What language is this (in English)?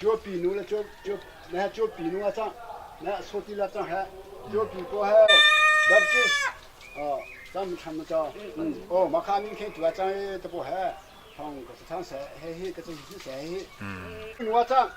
Hakha Chin